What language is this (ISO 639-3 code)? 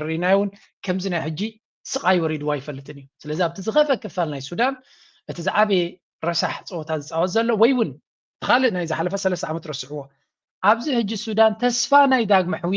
tir